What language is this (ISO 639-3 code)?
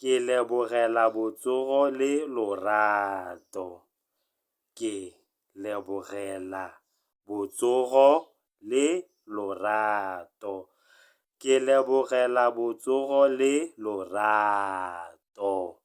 tsn